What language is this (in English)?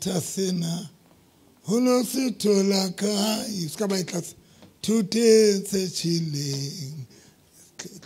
Southern Sotho